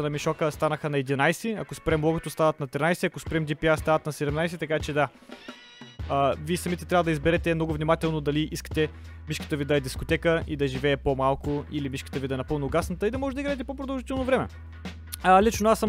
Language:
Bulgarian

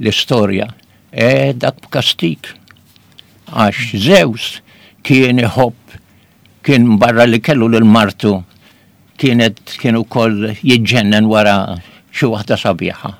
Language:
Maltese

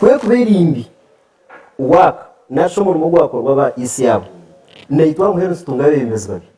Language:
Nyankole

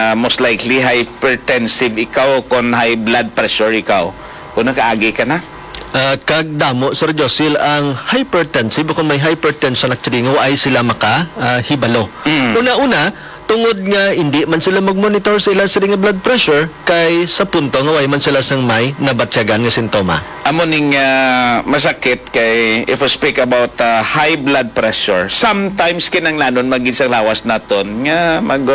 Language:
Hiligaynon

